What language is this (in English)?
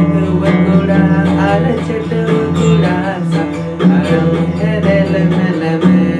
Santali